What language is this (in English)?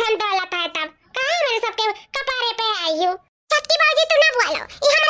Awadhi